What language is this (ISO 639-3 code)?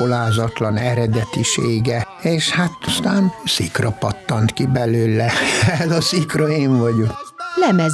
hun